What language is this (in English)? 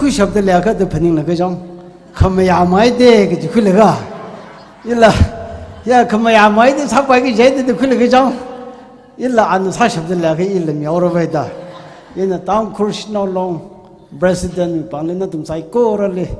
Tangkhul Naga (India)